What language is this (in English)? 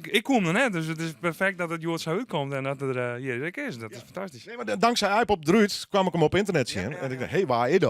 Western Frisian